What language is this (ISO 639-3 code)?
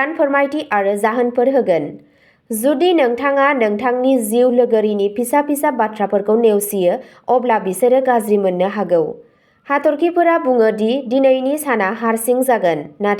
brx